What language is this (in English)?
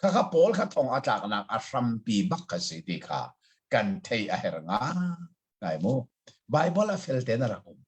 Hakha Chin